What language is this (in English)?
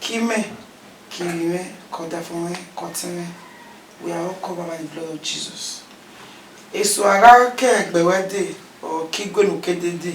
Bini